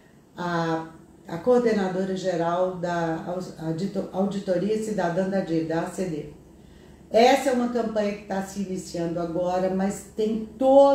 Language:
Portuguese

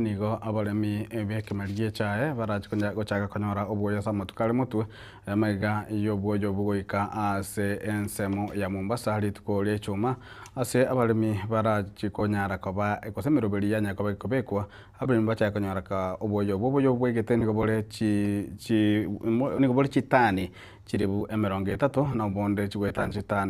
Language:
Gusii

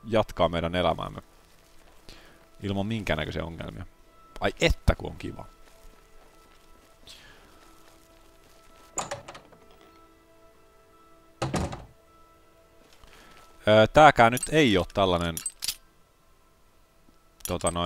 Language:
Finnish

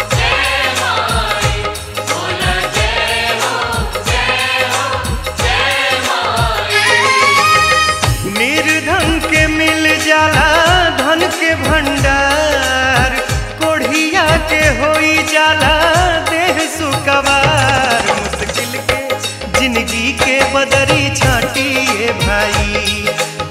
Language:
Bhojpuri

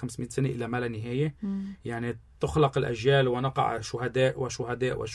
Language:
North Levantine Arabic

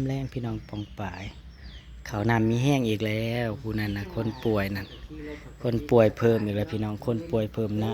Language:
Northeastern Thai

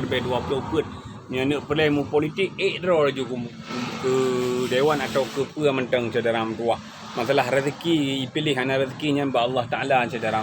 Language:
Achinese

